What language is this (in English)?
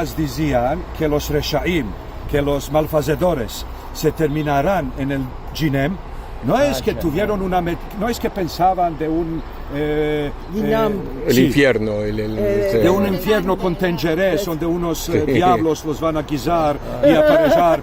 Ladino